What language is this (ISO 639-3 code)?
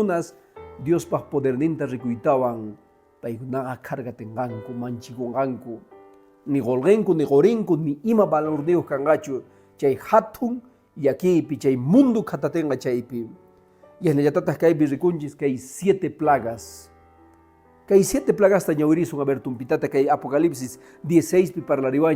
que